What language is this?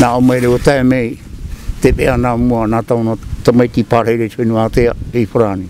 Tahitian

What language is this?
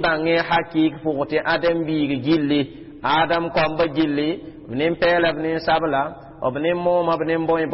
Mossi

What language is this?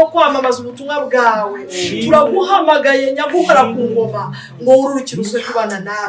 Kinyarwanda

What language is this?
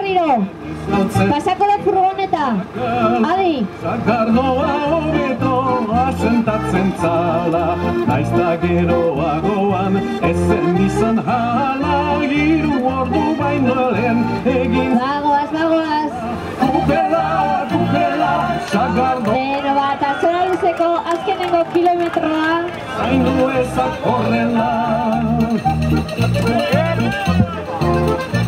Basque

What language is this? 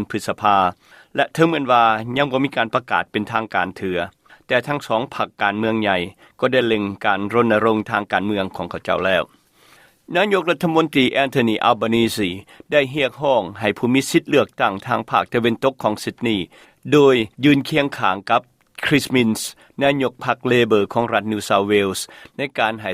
Lao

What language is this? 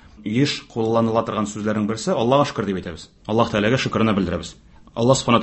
Tatar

